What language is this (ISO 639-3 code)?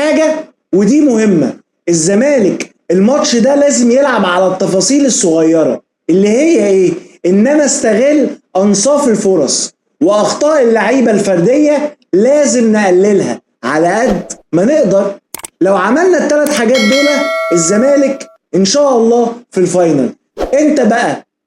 arz